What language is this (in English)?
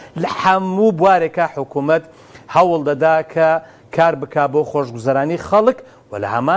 Central Kurdish